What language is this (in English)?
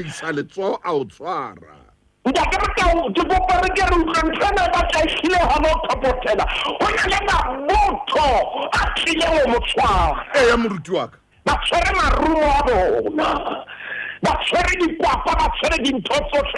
Southern Sotho